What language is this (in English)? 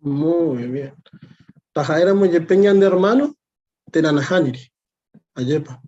Guarani